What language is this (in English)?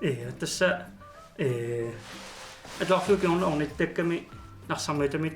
Kalaallisut